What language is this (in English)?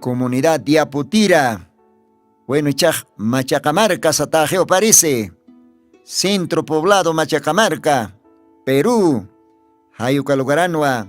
Aymara